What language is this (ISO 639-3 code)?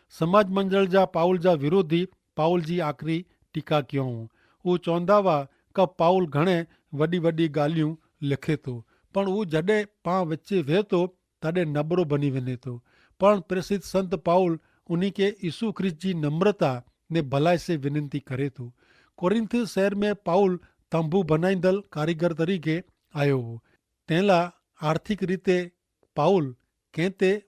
kfr